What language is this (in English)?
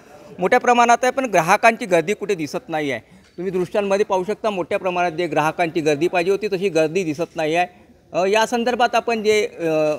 Marathi